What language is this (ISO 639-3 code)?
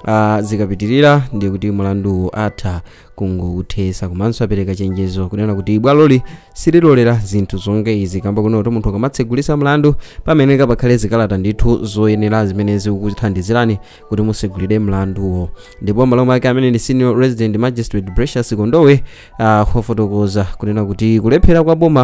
nya